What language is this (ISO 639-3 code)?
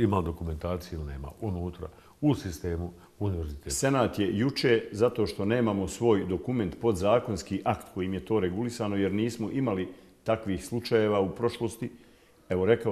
bos